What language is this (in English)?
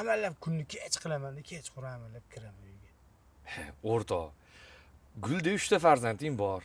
Uzbek